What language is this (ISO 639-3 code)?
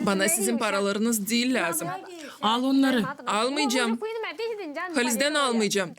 gag